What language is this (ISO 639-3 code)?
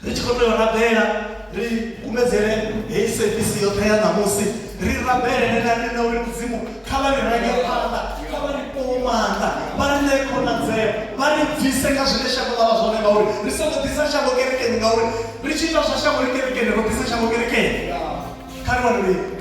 ven